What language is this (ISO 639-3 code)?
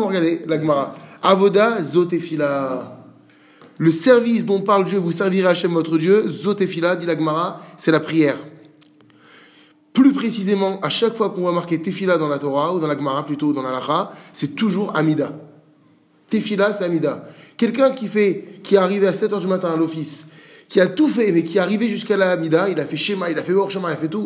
fra